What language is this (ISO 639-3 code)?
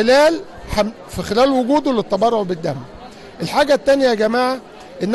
arz